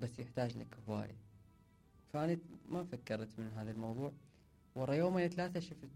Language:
Mesopotamian Arabic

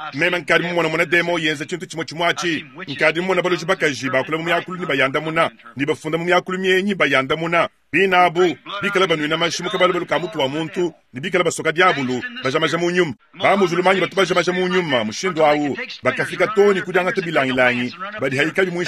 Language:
Luba-Lulua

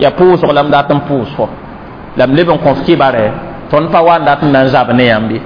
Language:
Mossi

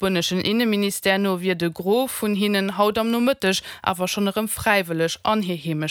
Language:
Luxembourgish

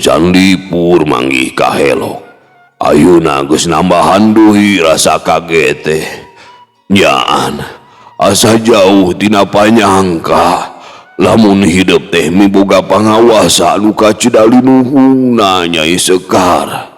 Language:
Sundanese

